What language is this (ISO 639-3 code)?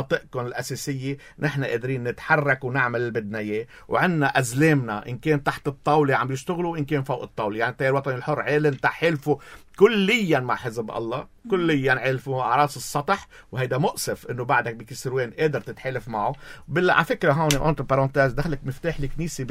apc